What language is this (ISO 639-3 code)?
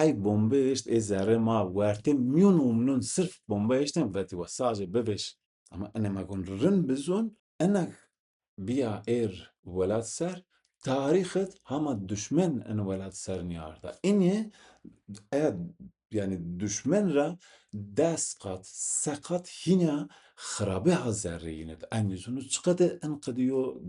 zza